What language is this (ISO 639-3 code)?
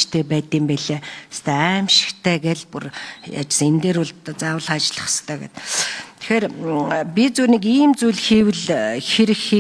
mon